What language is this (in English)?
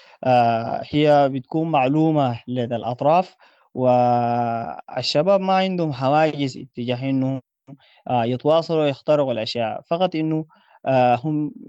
Sudanese Arabic